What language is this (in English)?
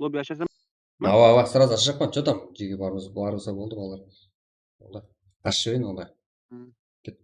Kara-Kalpak